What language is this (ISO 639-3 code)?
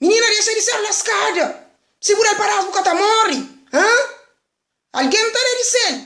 kea